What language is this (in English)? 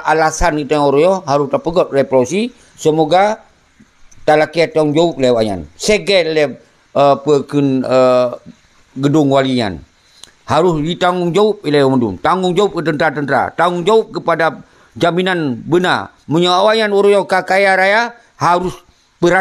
Achinese